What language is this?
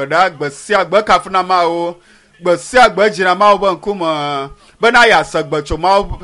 Ewe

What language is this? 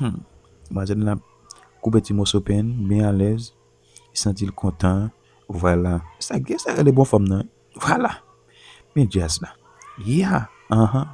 Haitian Creole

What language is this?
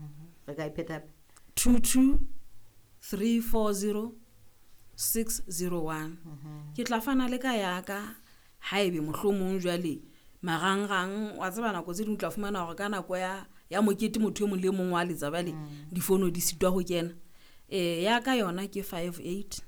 Southern Sotho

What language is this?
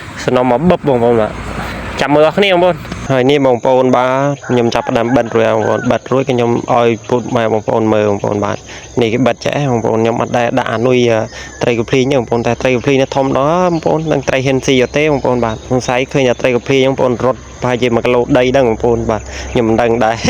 Khmer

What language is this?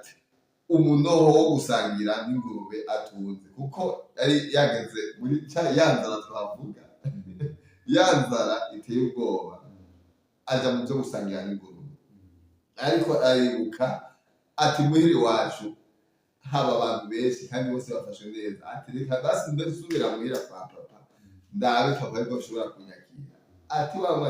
Rundi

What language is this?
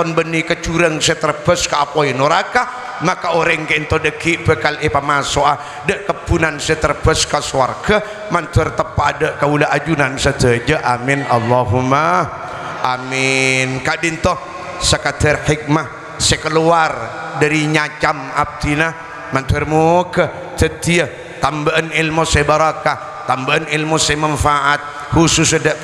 Madurese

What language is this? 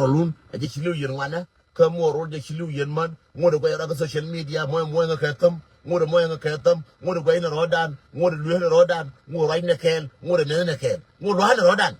Nuer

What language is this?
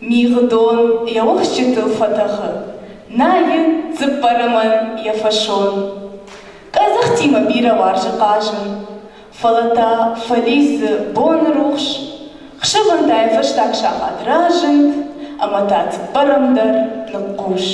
Ossetic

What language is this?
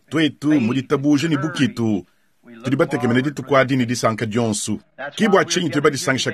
Luba-Lulua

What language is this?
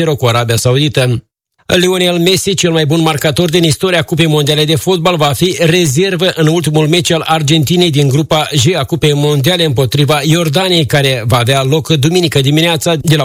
Romanian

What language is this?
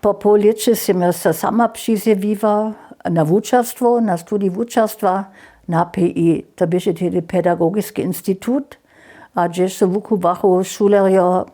Upper Sorbian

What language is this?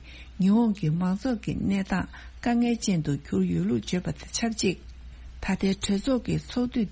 Tibetan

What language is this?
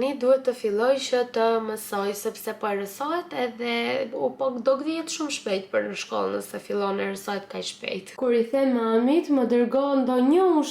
Albanian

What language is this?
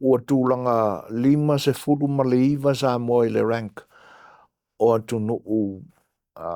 Samoan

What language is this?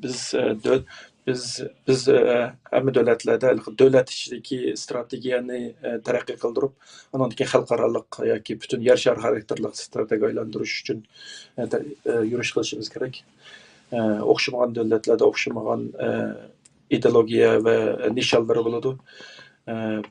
Uyghur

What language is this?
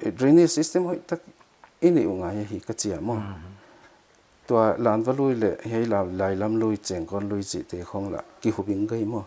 Paite Chin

